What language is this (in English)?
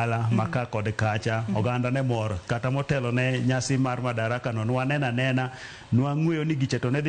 Luo (Kenya and Tanzania)